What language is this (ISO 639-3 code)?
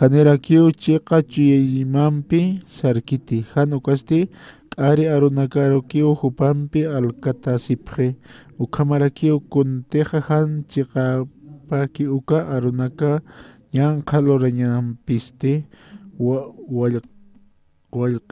aym